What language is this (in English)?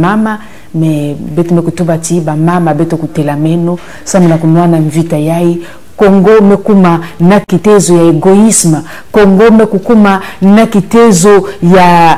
Kituba (Congo)